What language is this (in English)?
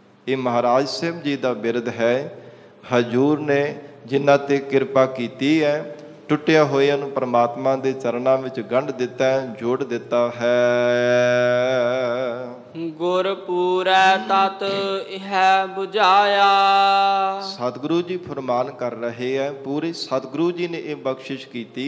Punjabi